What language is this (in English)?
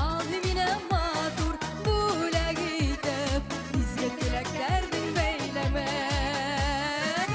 Bashkir